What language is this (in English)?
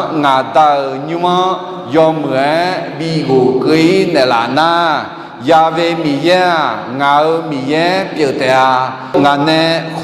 Akha